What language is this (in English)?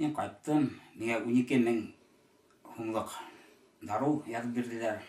Bashkir